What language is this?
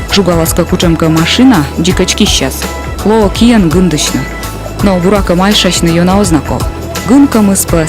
Komi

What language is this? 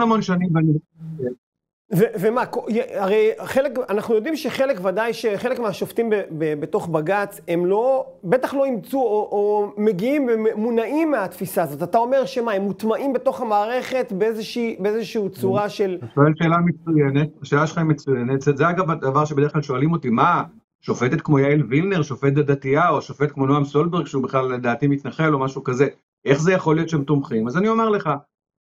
Hebrew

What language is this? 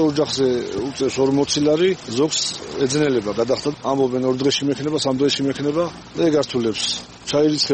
Georgian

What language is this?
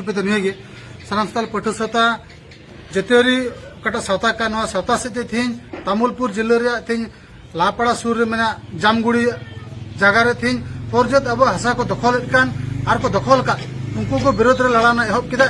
Santali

